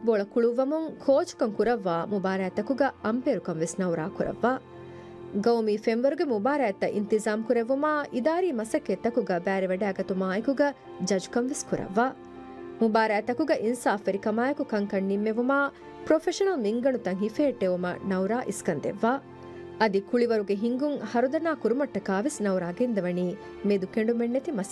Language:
Divehi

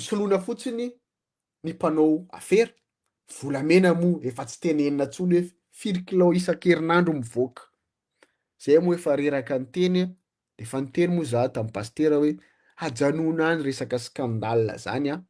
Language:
Malagasy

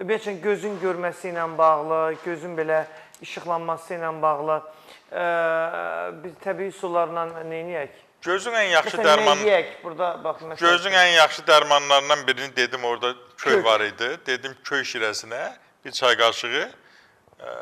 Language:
Azerbaijani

